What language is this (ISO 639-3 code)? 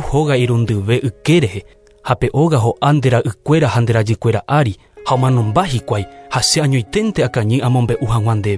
grn